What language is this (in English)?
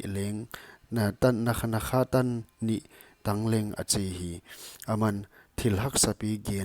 Paite Chin